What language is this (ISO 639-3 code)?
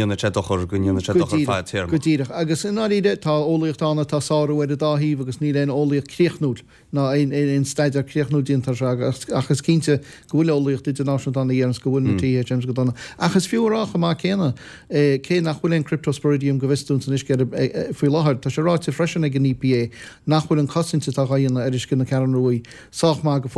gle